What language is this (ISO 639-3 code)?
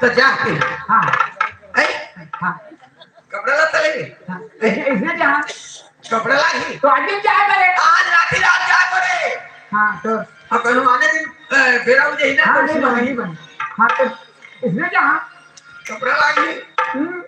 hne